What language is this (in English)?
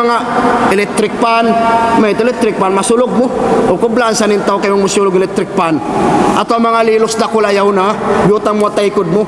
Tausug